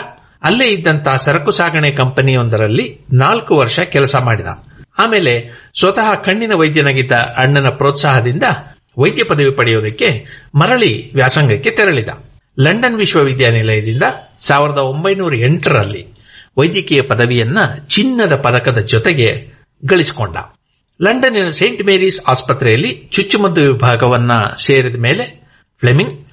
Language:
Kannada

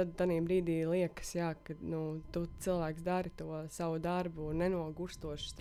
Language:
Latvian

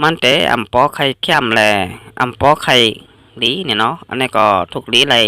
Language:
Shan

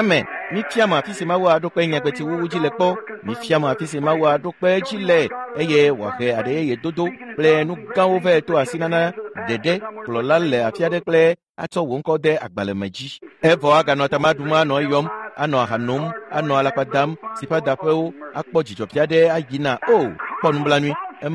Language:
Ewe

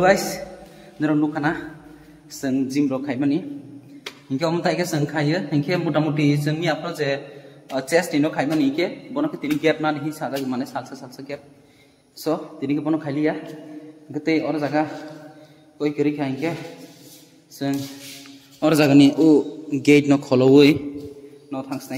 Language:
Kok Borok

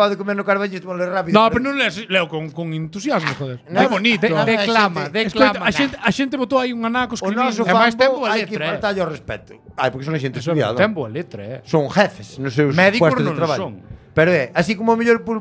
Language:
Galician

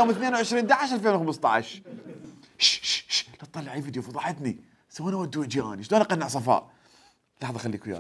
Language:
Mesopotamian Arabic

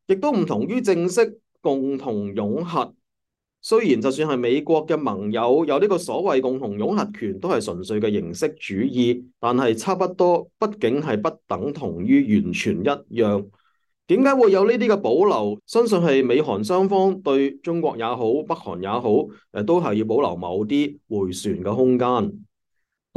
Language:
Cantonese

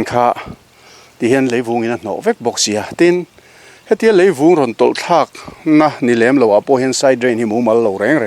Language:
Mizo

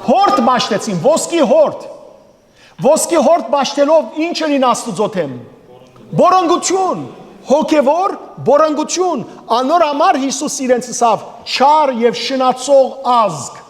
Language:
Western Armenian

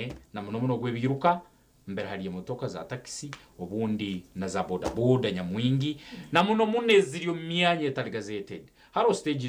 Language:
Nyankole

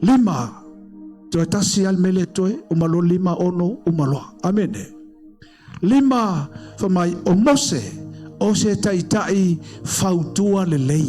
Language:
Samoan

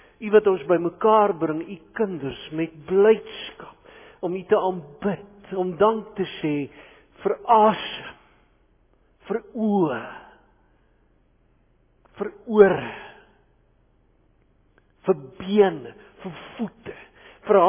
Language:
Afrikaans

